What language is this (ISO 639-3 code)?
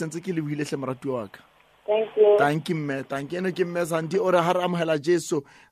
sot